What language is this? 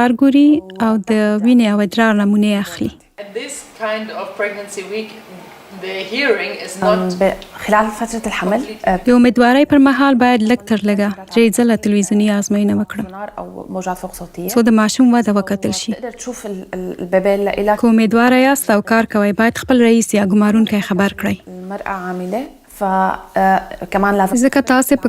Pashto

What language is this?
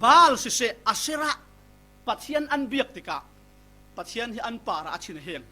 Falam Chin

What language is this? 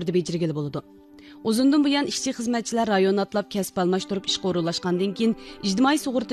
Uyghur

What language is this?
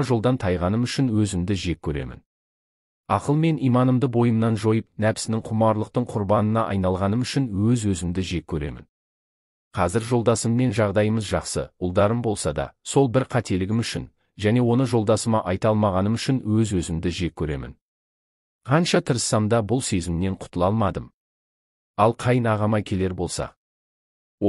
Kazakh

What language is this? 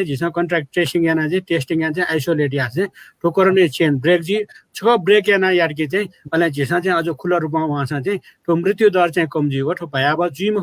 Newari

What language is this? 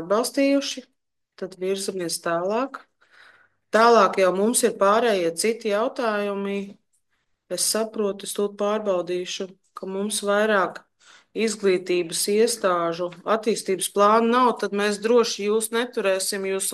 Latvian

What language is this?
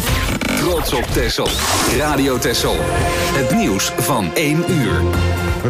Dutch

